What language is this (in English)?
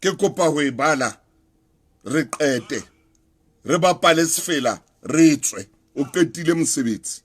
Southern Sotho